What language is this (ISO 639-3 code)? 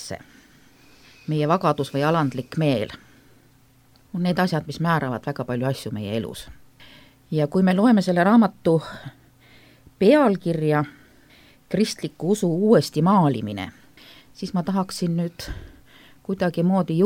est